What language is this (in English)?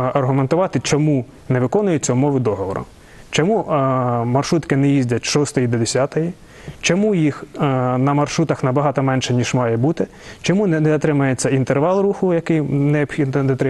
Ukrainian